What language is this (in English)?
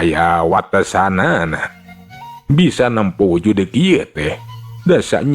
Sundanese